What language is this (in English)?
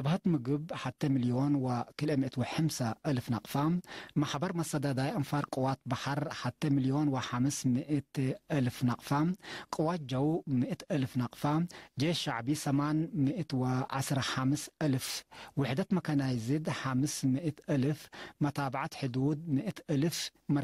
Tigre